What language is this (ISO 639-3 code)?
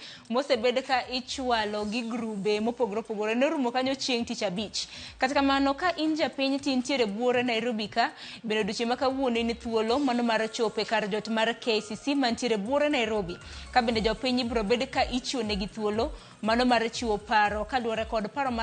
luo